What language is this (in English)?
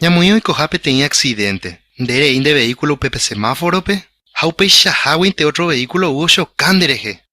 Guarani